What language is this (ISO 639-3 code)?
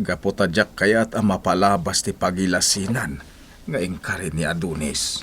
ilo